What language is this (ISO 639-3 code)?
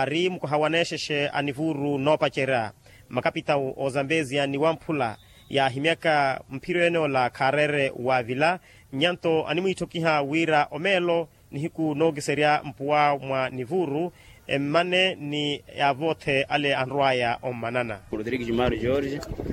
vmw